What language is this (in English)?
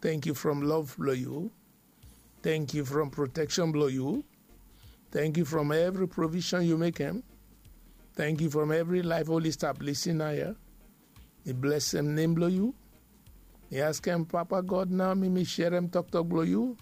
Bislama